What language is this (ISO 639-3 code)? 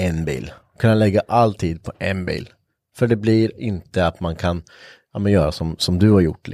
swe